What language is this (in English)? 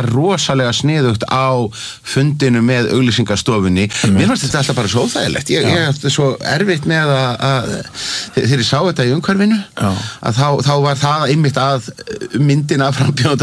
Icelandic